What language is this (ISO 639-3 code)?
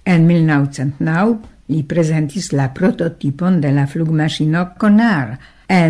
epo